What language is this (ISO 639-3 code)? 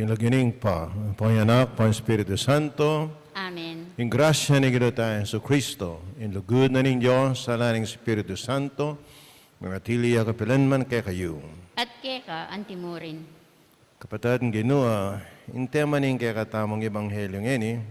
pam